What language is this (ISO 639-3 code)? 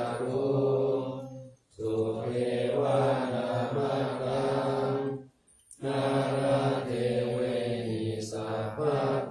pli